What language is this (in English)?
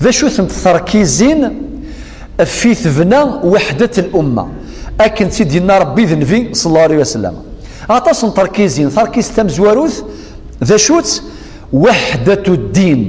Kabyle